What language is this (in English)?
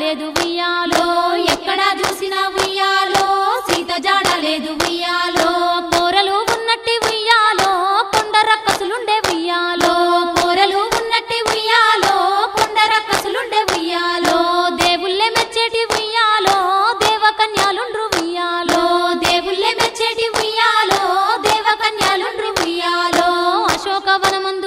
Telugu